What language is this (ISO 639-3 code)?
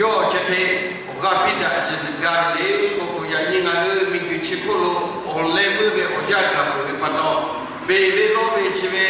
lhu